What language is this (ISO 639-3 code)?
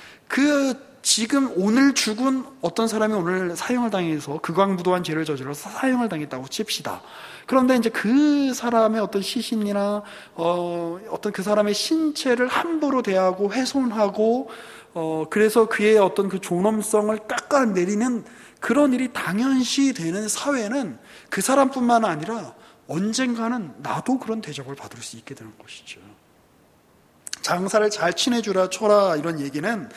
kor